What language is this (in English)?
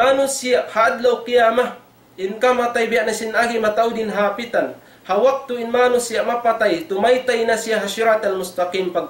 Tausug